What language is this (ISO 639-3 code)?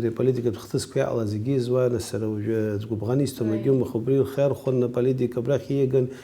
abk